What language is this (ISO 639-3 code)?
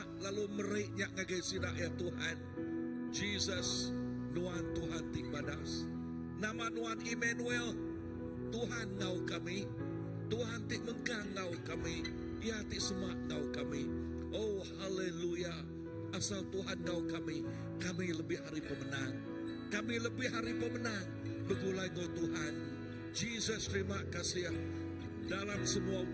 iba